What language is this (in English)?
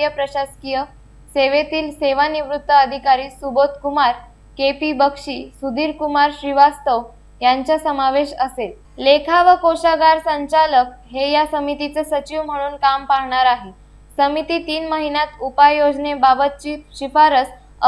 Marathi